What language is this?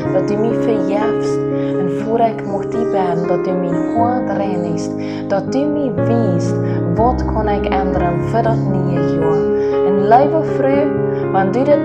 Plautdietsch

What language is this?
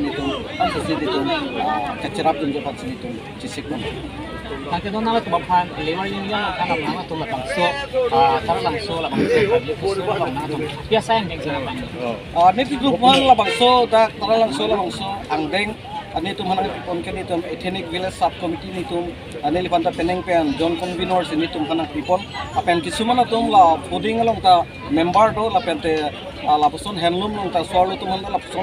Karbi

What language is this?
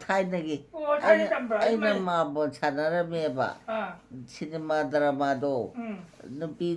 Manipuri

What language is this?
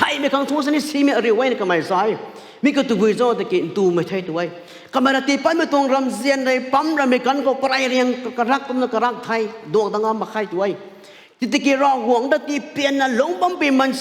Rongmei Naga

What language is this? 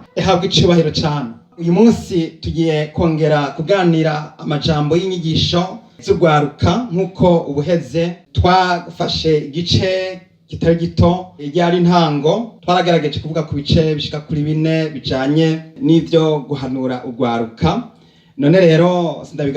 Rundi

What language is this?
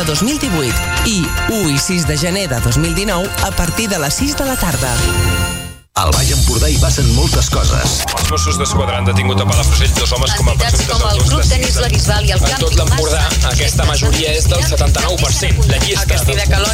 Catalan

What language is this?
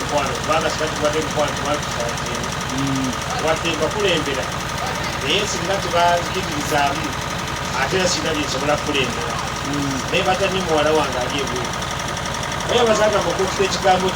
Ganda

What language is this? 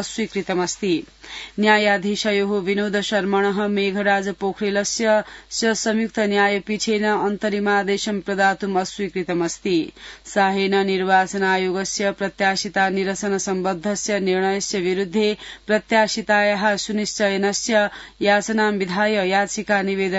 Sanskrit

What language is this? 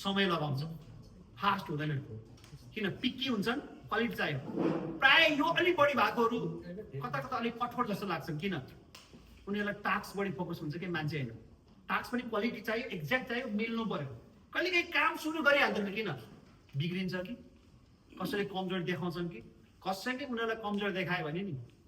Nepali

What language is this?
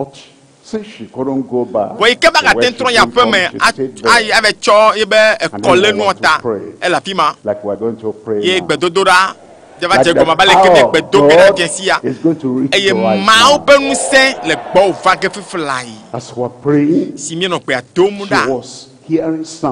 Ewe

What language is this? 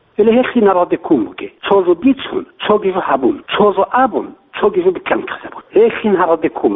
Avaric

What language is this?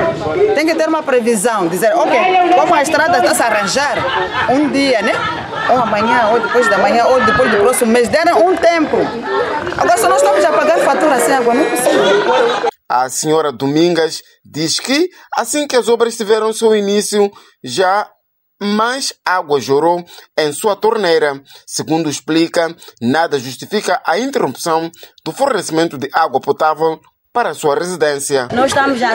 Portuguese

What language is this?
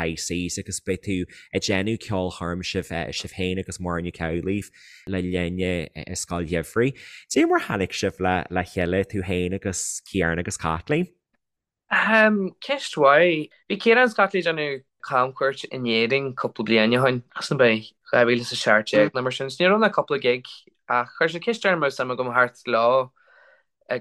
Irish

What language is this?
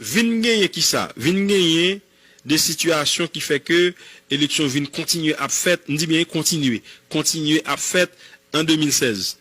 Haitian Creole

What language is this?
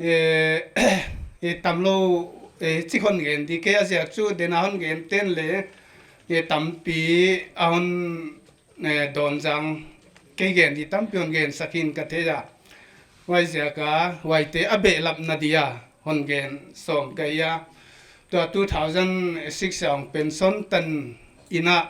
Paite Chin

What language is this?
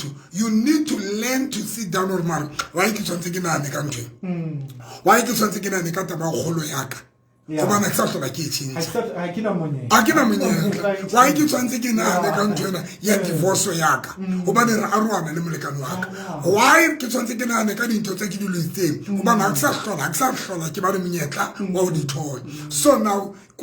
Southern Sotho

